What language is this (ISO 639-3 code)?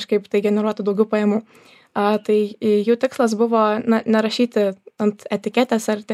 lit